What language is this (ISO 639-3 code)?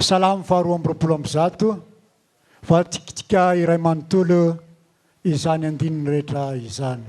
mlg